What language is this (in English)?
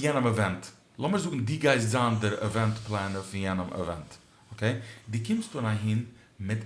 Yiddish